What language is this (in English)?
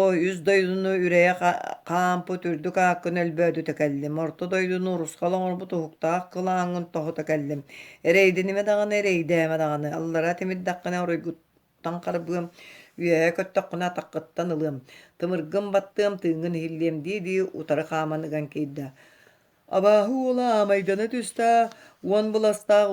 Yakut